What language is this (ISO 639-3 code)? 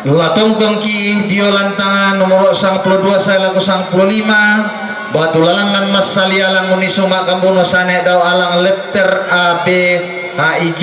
sda